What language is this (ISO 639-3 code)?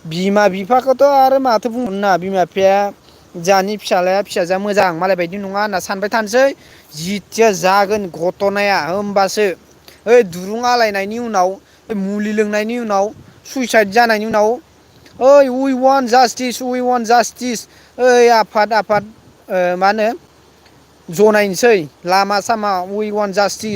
brx